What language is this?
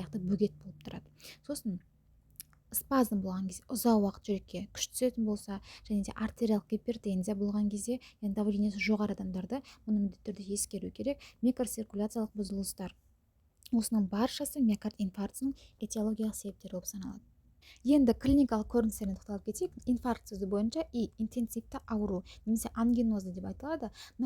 Kazakh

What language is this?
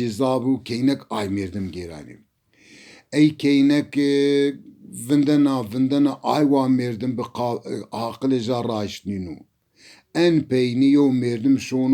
Zaza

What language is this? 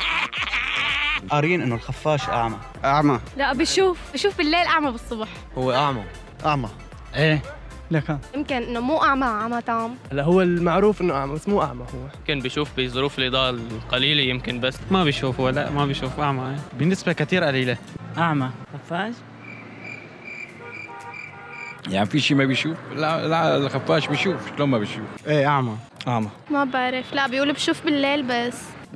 North Levantine Arabic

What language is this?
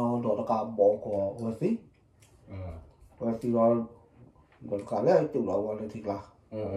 S'gaw Karen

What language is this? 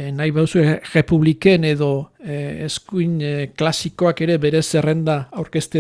Basque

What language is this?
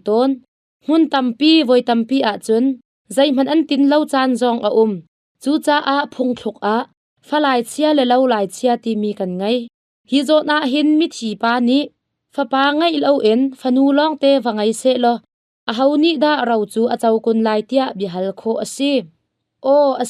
Hakha Chin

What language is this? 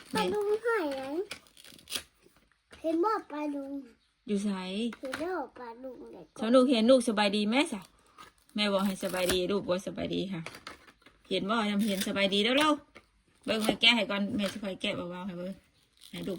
Northeastern Thai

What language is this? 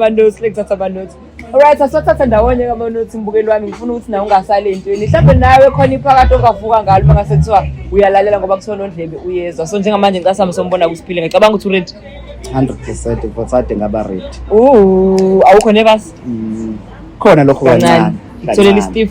Zulu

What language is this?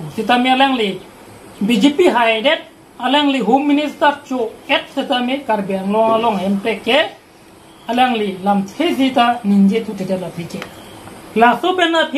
Karbi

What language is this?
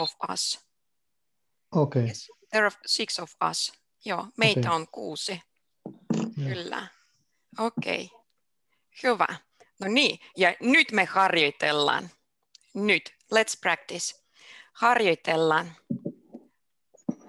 Finnish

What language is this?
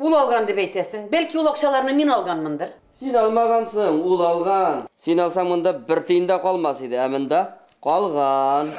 Tatar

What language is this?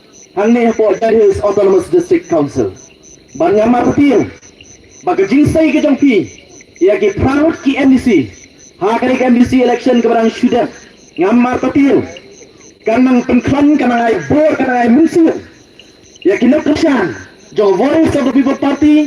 Khasi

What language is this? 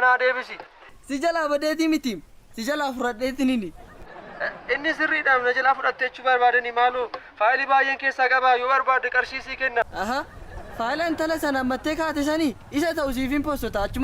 Oromo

